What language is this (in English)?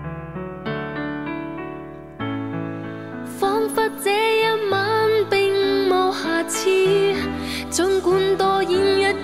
Chinese